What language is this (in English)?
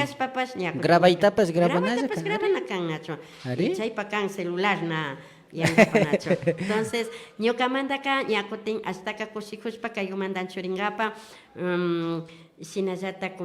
Imbabura Highland Quichua